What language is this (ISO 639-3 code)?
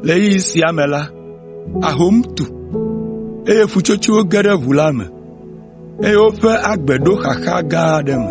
ewe